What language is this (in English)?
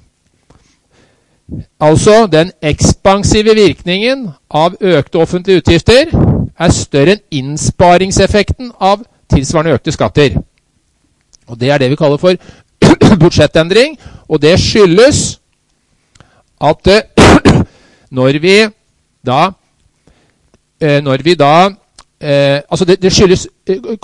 Norwegian